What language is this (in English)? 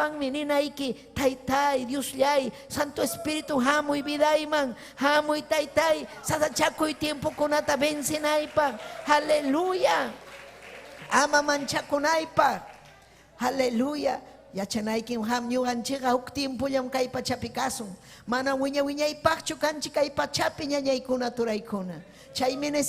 Ayacucho Quechua